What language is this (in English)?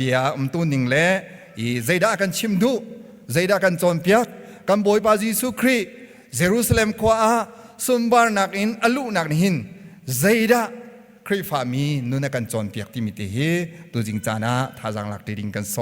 Hakha Chin